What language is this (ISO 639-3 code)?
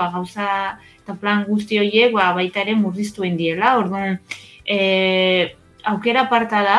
eus